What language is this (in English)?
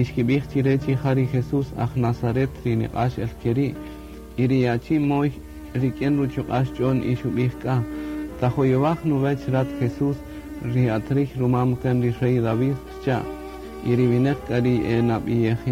Kaqchikel